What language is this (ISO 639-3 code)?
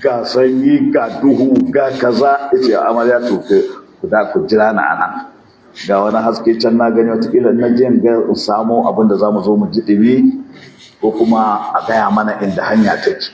hau